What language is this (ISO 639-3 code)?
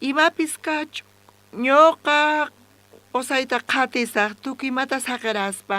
quh